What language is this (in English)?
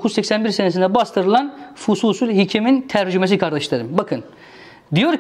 Turkish